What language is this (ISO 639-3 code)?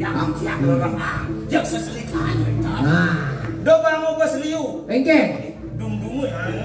ban